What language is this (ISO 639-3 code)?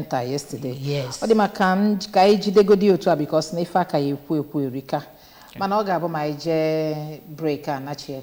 ibo